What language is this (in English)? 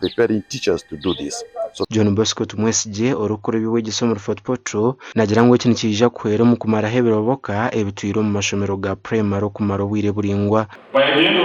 Nyankole